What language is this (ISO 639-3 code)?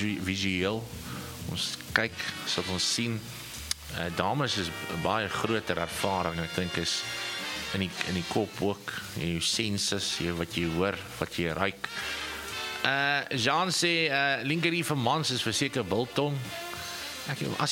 afr